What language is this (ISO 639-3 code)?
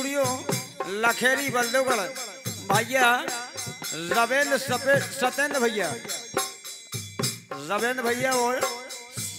bns